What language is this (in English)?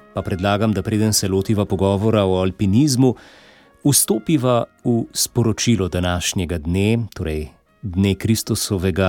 Slovenian